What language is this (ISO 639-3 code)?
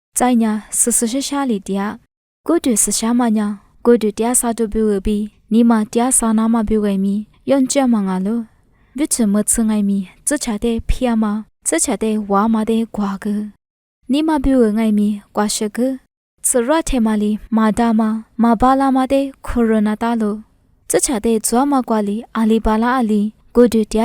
lis